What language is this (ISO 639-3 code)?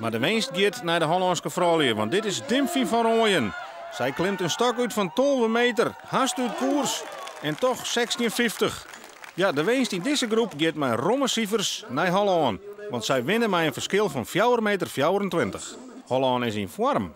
fry